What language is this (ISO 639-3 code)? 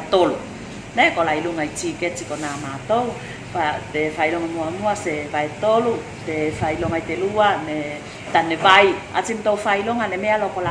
tvl